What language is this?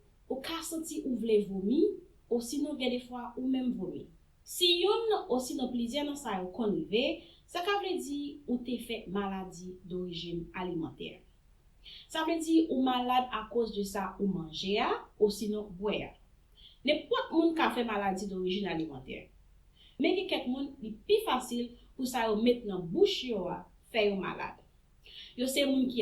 Haitian Creole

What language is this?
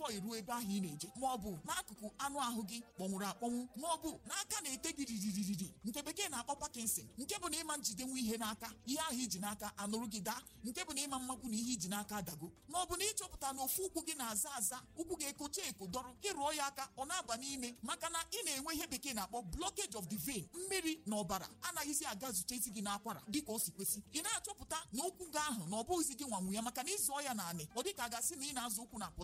Igbo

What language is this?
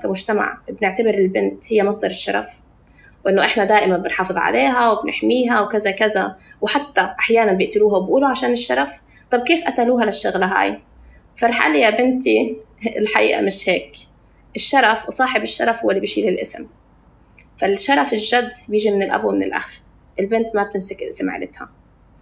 North Levantine Arabic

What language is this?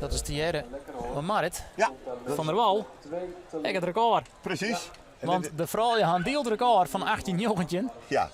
Western Frisian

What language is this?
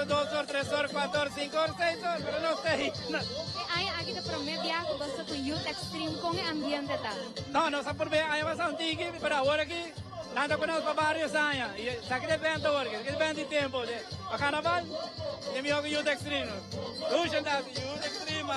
Papiamento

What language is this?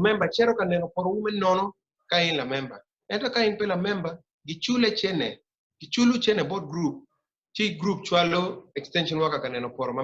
Acoli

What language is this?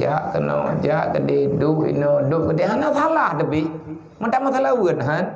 Achinese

